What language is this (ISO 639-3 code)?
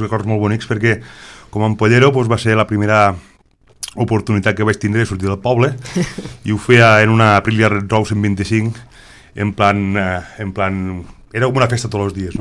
cat